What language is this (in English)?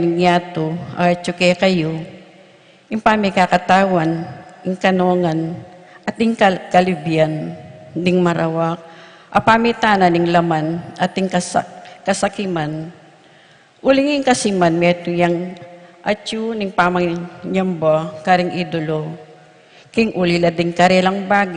Pampanga